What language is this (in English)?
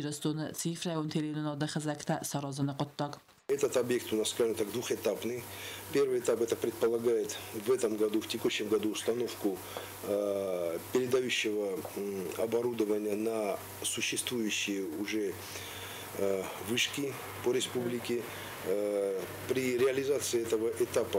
Ossetic